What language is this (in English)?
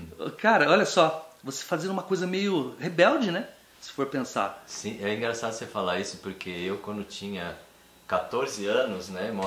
Portuguese